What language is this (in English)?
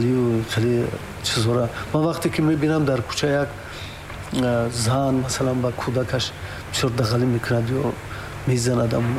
Tajik